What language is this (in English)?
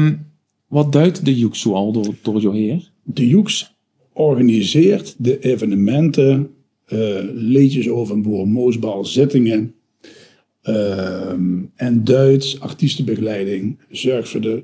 Limburgish